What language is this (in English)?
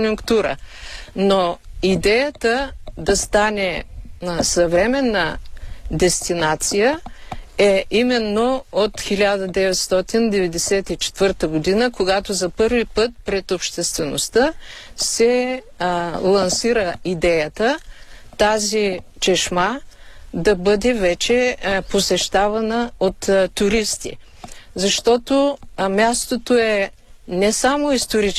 Bulgarian